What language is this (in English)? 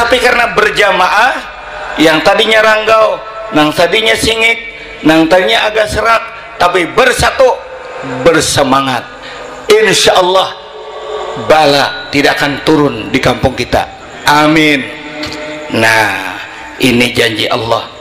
Banjar